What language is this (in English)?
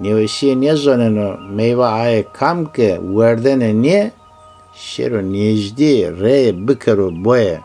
Zaza